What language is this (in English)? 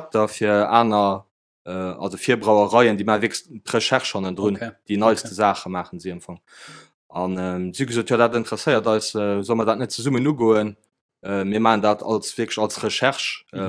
Luxembourgish